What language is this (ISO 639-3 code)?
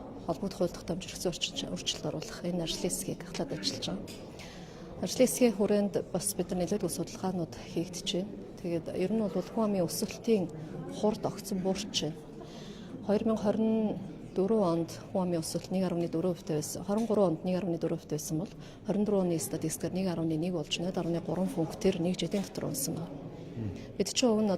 mon